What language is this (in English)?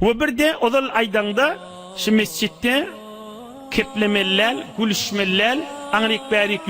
Turkmen